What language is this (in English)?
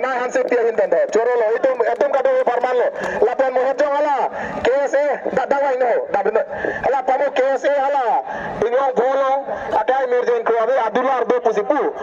Karbi